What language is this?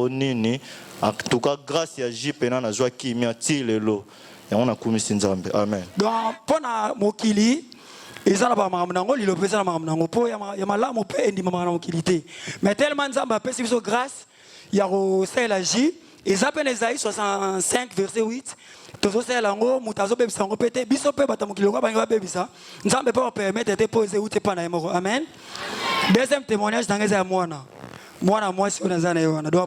Lingala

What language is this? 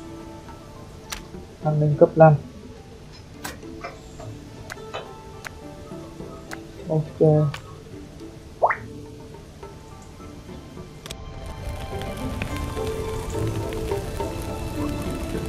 Vietnamese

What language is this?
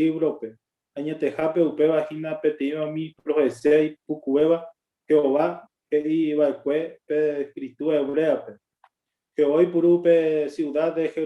Guarani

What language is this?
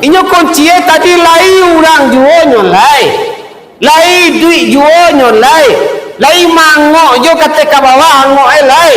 Minangkabau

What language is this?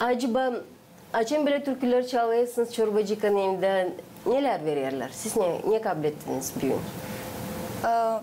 Gagauz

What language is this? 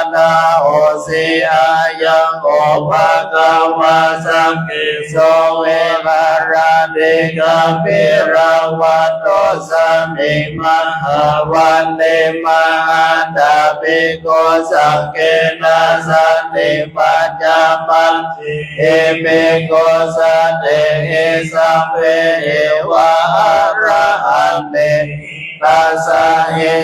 Pali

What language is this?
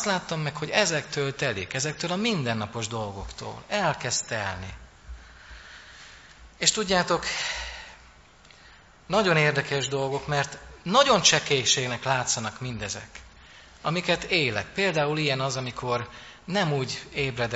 Hungarian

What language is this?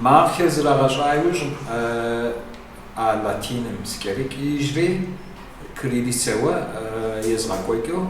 Kabardian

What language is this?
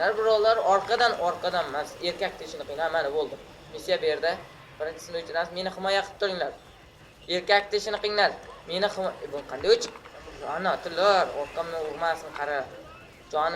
Uzbek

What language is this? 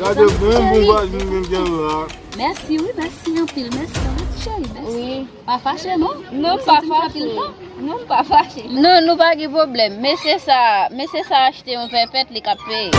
Haitian Creole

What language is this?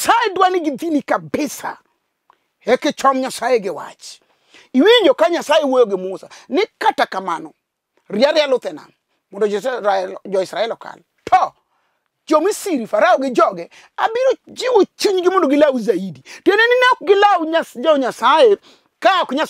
Luo (Kenya and Tanzania)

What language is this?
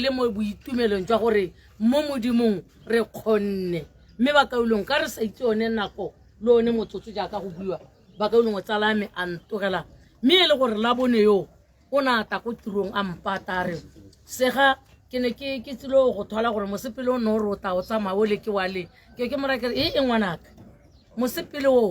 Tswana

